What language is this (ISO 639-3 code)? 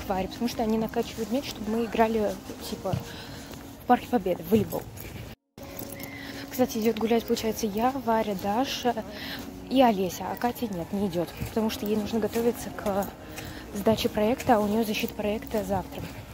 rus